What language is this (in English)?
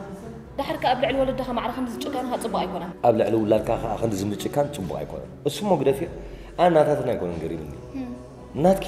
Tigrinya